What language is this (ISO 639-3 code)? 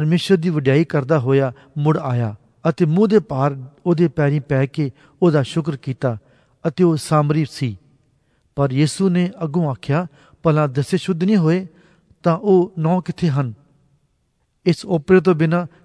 pan